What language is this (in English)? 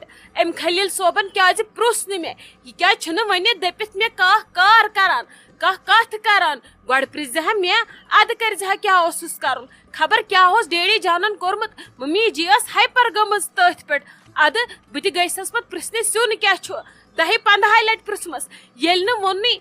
Kashmiri